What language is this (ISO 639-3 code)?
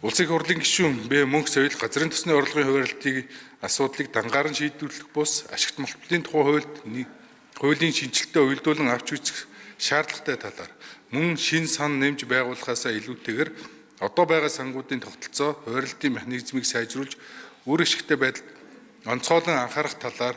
mon